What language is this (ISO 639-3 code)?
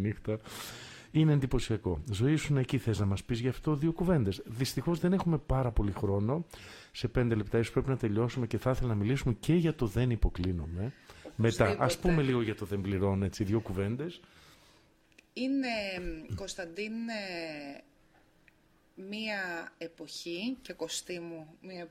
ell